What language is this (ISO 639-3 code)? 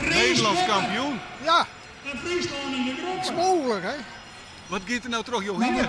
fry